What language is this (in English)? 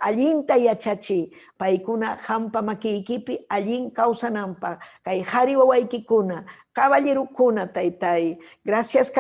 Ayacucho Quechua